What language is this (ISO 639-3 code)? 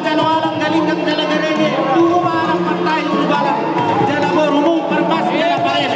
bbc